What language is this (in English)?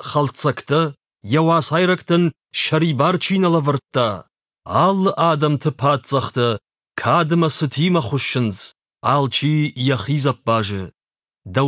Ossetic